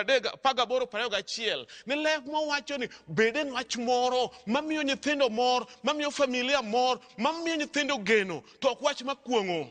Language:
Luo (Kenya and Tanzania)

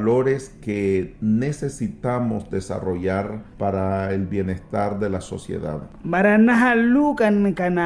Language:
Mískito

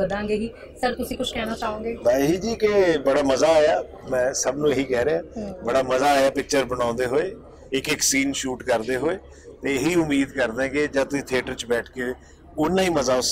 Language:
Punjabi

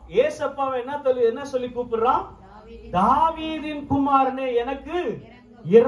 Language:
Tamil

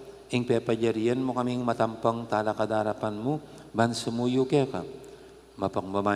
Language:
Pampanga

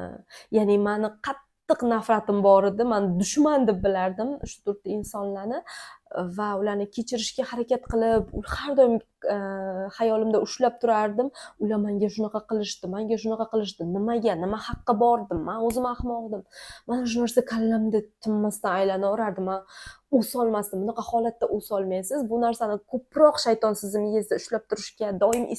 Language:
Uzbek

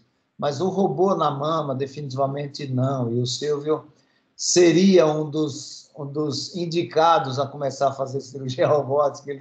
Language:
Portuguese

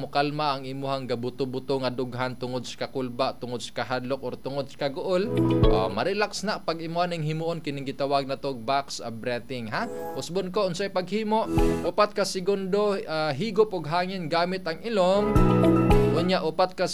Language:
Cebuano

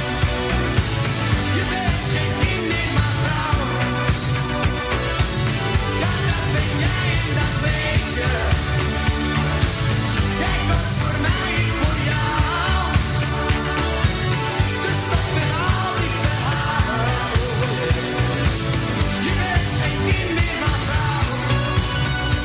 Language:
Dutch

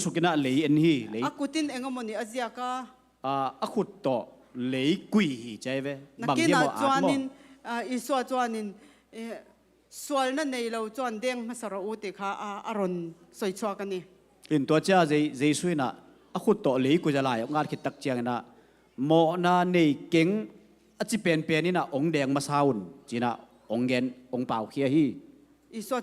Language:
Tedim Chin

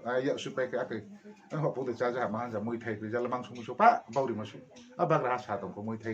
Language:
Riang (India)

